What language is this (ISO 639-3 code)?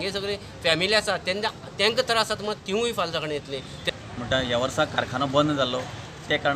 kok